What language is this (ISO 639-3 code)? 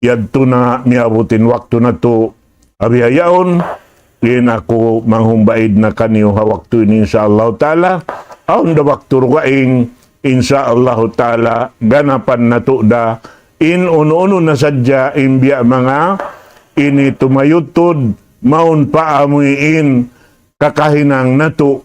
tsg